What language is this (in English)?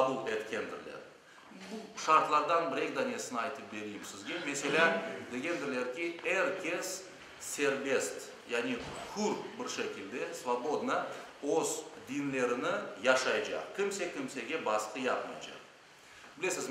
Crimean Tatar